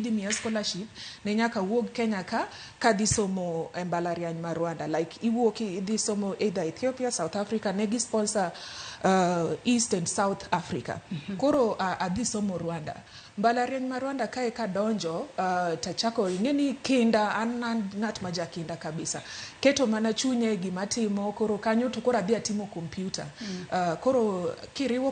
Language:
Luo (Kenya and Tanzania)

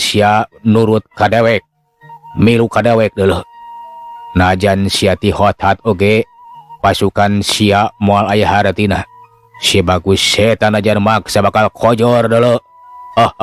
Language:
Sundanese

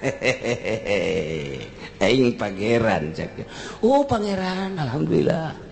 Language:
Sundanese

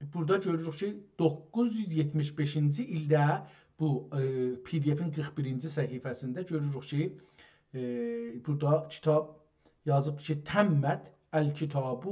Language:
South Azerbaijani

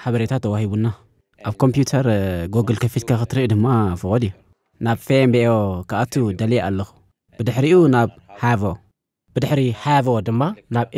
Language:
Tigrinya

